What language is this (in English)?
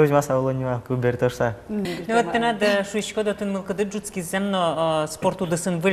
Udmurt